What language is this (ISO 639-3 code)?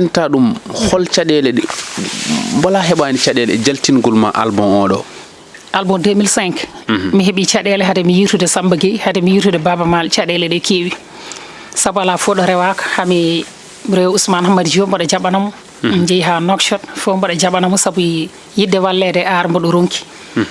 ful